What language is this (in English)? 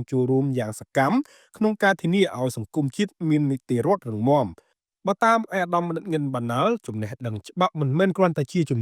Khmer